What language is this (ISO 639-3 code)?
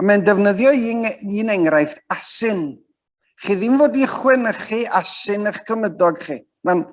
cym